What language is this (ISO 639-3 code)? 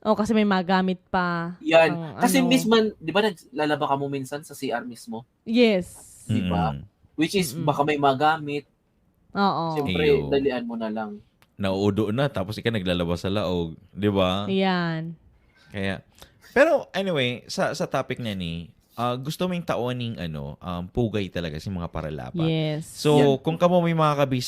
bik